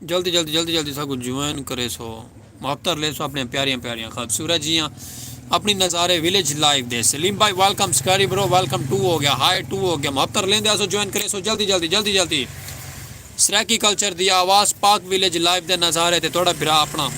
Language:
Saraiki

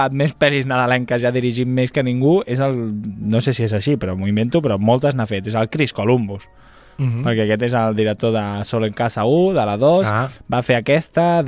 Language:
Catalan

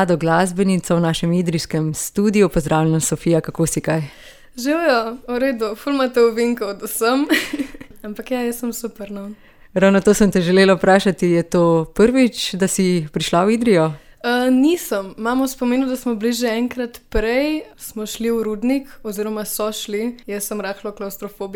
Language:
Slovenian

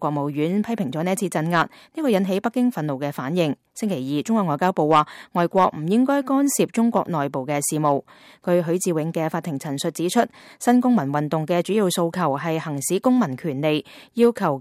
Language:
Cantonese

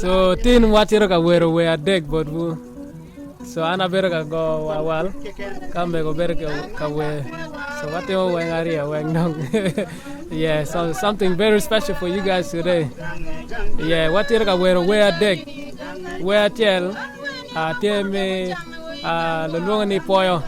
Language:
Acoli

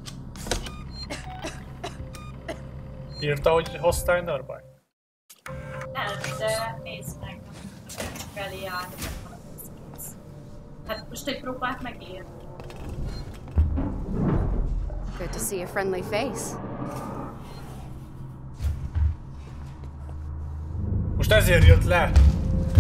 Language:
Hungarian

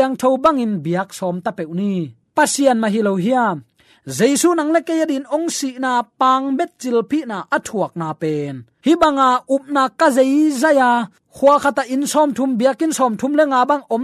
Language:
Tedim Chin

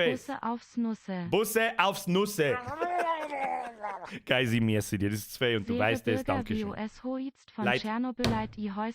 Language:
Bavarian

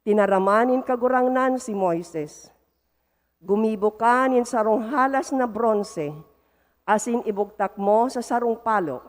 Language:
Bikol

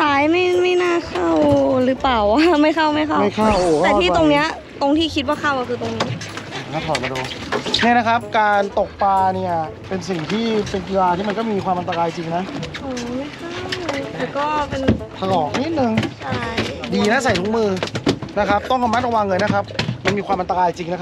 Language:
Thai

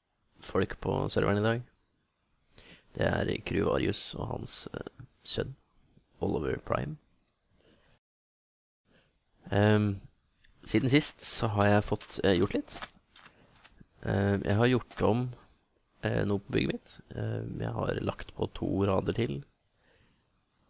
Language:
Norwegian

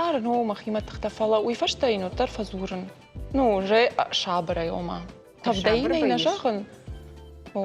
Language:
Ossetic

